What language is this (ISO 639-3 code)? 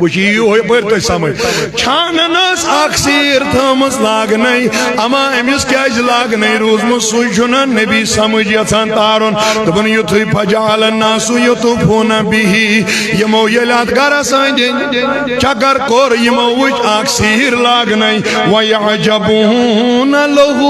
kas